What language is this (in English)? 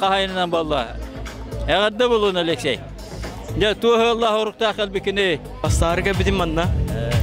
Yakut